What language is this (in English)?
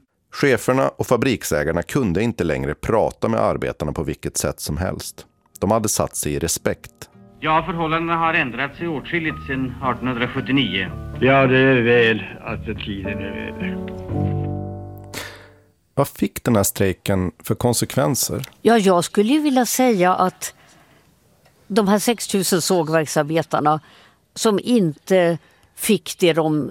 Swedish